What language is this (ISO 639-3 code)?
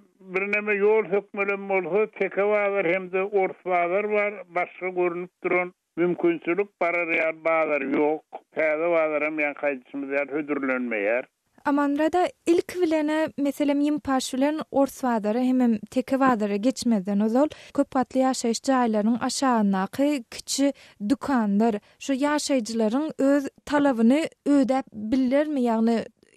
tuk